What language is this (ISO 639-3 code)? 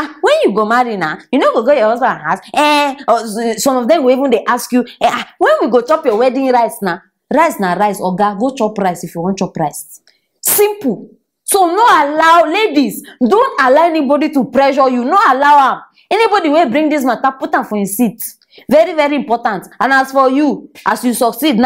pcm